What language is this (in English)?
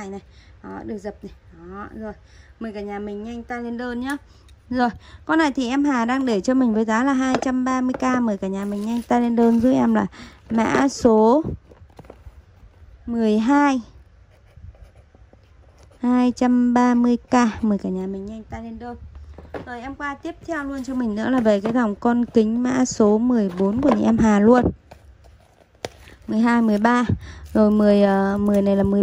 Vietnamese